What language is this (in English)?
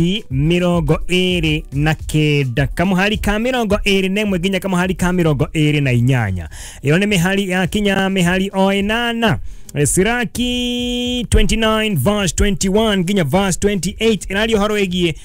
Kikuyu